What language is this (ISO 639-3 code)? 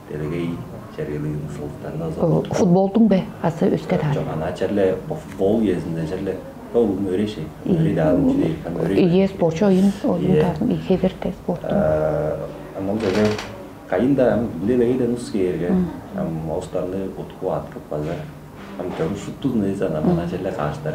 tyv